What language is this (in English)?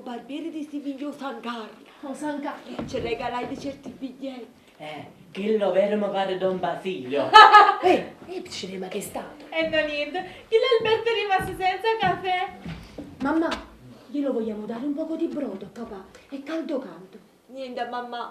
Neapolitan